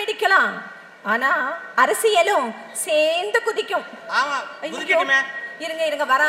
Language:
Tamil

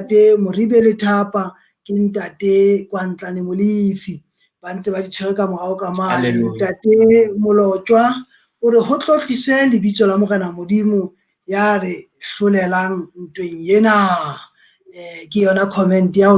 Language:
Southern Sotho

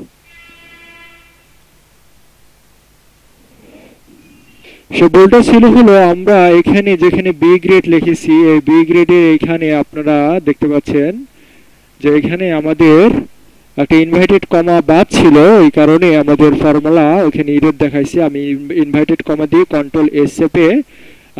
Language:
Bangla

